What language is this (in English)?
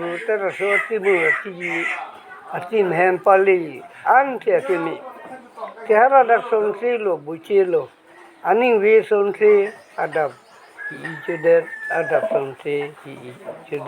Karbi